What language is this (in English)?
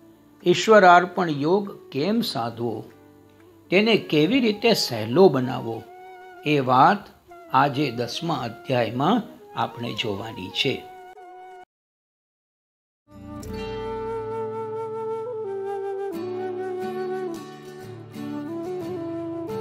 Gujarati